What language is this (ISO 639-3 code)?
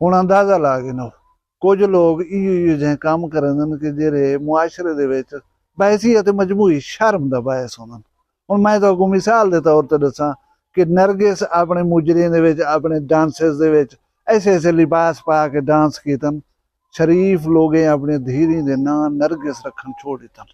skr